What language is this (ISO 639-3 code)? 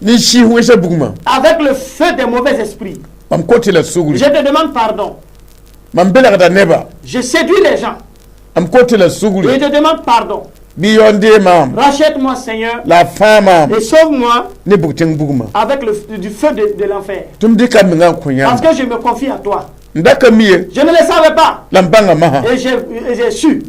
mos